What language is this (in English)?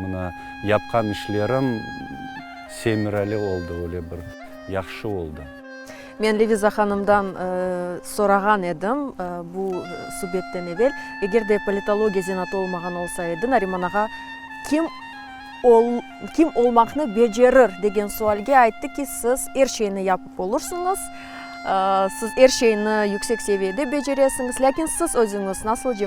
Crimean Tatar